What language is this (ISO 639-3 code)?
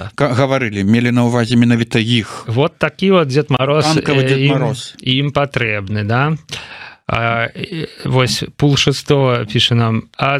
bel